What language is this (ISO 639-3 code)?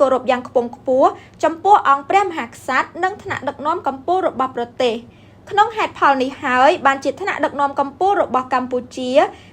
khm